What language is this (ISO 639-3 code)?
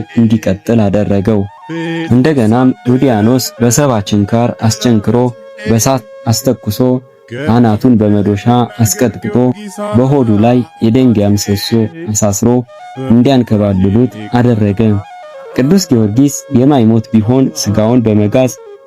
amh